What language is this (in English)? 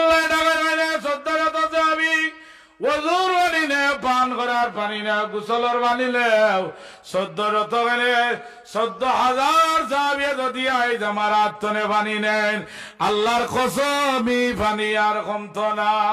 Sylheti